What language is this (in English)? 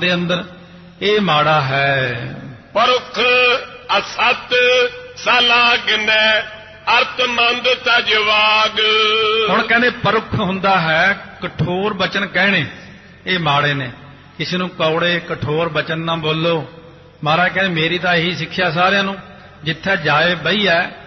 Punjabi